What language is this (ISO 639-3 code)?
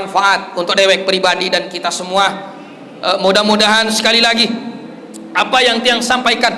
sas